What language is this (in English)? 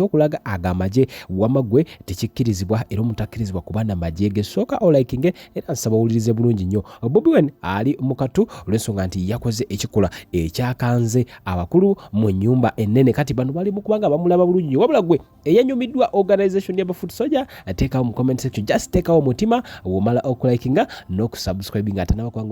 Ganda